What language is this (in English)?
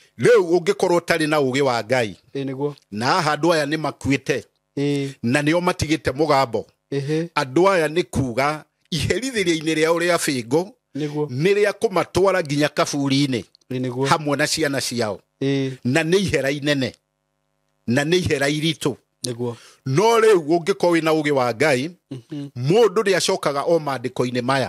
Kikuyu